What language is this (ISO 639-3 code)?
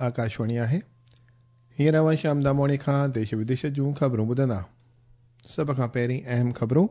snd